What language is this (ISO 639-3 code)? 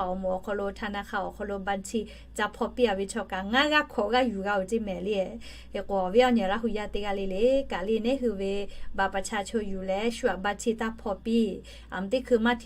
lhu